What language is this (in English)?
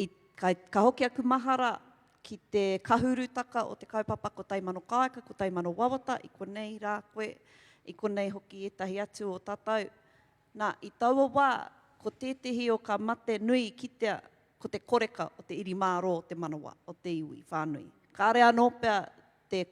Māori